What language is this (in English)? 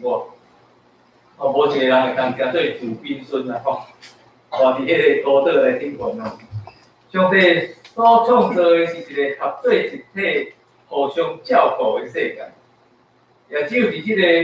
Min Nan Chinese